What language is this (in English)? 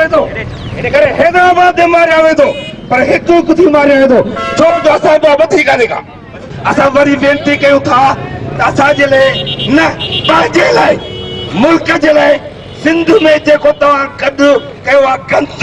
Sindhi